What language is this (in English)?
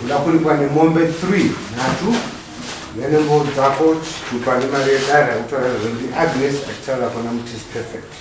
Shona